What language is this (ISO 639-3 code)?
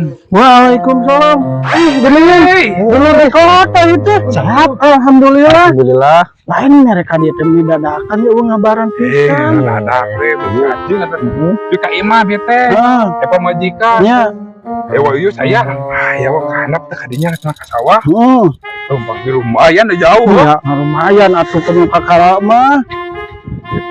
sun